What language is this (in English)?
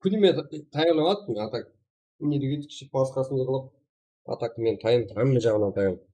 Kara-Kalpak